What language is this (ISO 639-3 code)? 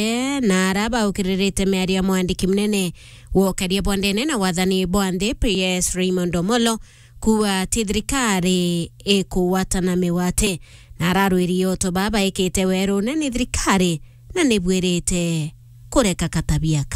mer